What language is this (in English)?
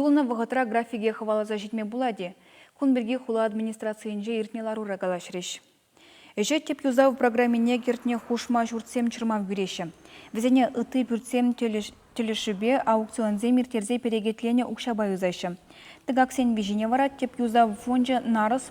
Chuvash